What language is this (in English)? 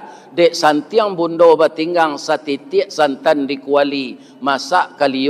Minangkabau